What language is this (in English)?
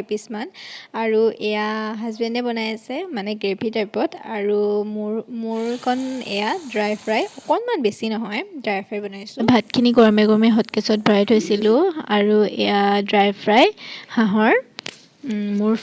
Assamese